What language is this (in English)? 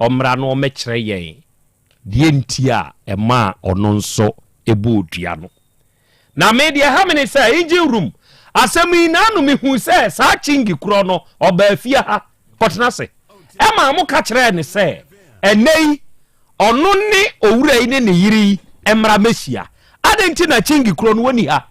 Akan